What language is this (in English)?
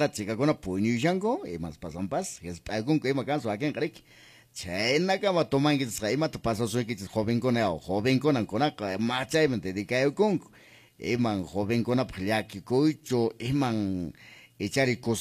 Quechua